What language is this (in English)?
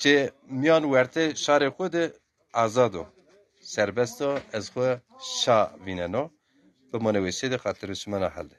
Zaza